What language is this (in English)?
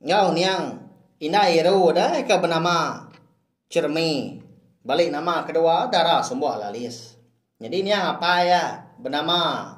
Iban